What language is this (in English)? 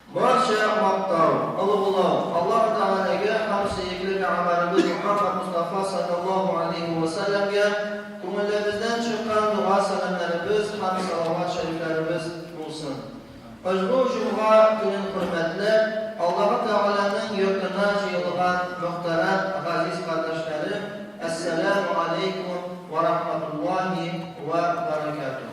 Tatar